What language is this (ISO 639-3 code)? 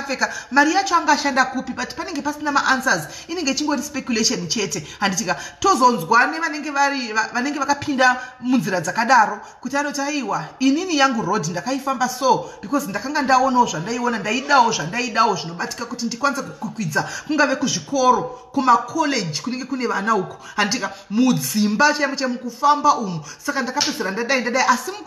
sna